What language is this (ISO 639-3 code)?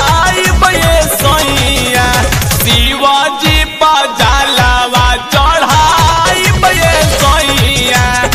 bho